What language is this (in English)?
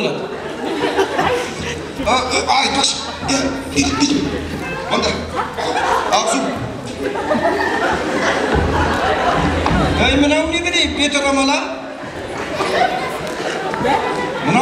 Kazakh